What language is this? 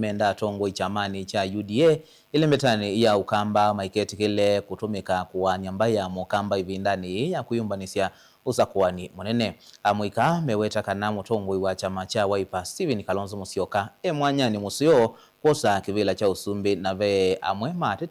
Kamba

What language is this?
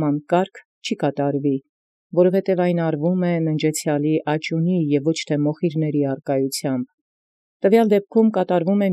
Armenian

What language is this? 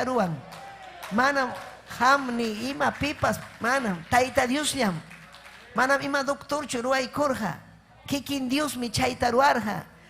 Ayacucho Quechua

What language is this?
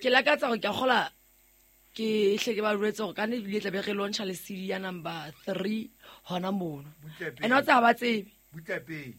Southern Sotho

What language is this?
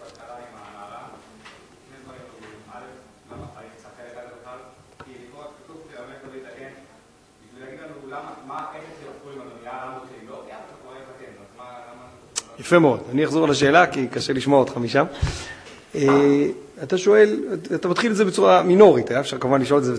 Hebrew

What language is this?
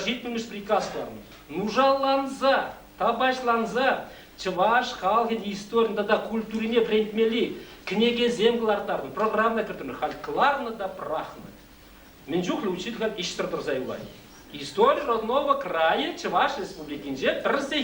Chuvash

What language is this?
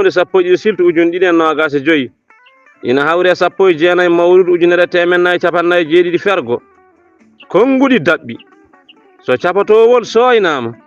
Fula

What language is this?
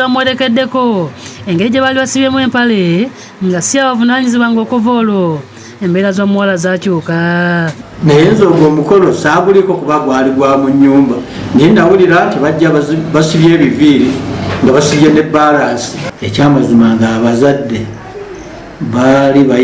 Ganda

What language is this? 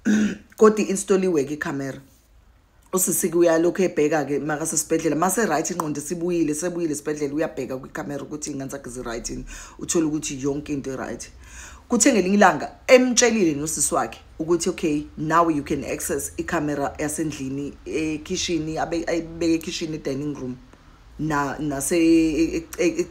Zulu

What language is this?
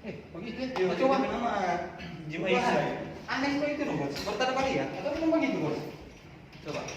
Manado Malay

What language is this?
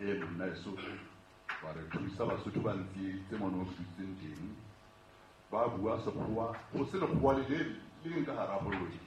Southern Sotho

